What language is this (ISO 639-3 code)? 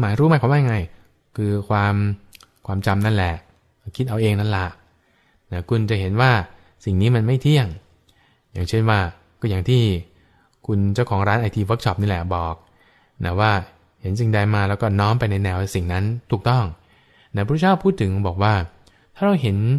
tha